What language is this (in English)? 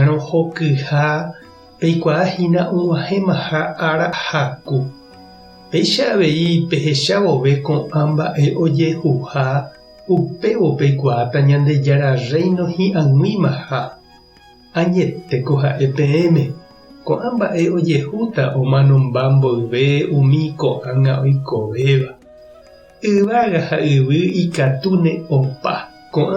Guarani